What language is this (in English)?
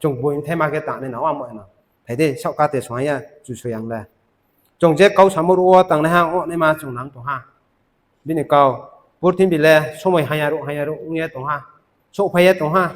Riang (India)